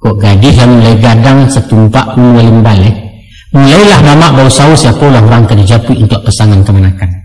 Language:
Minangkabau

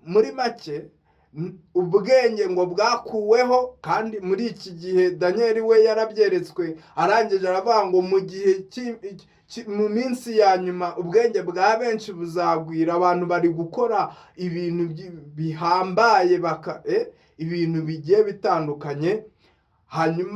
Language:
Kinyarwanda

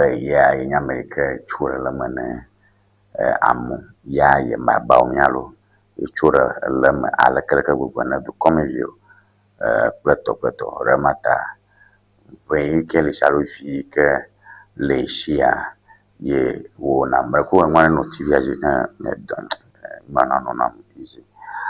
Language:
Ewe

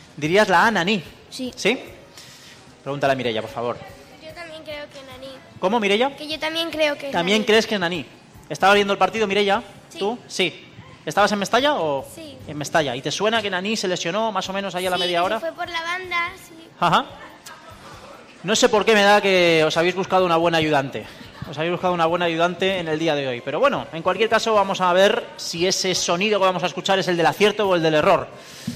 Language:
Spanish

